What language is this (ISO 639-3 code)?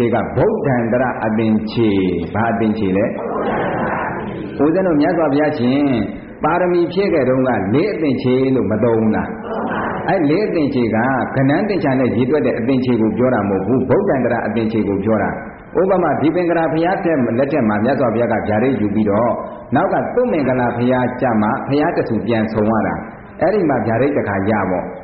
mya